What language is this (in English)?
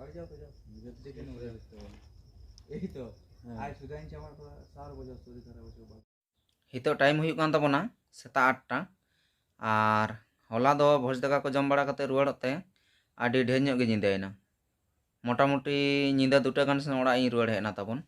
Santali